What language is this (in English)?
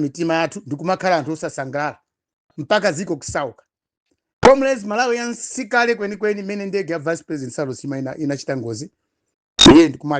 Nyanja